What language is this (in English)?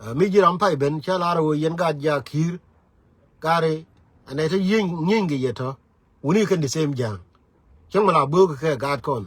Nuer